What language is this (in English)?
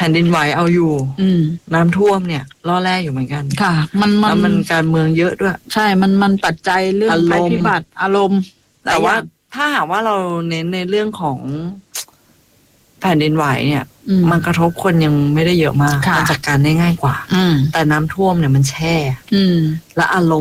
Thai